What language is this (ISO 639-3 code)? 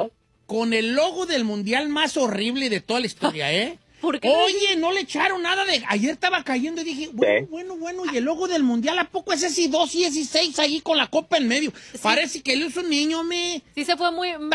spa